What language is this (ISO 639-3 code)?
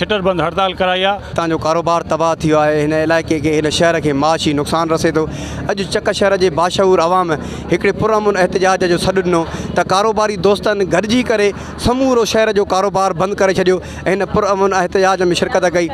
snd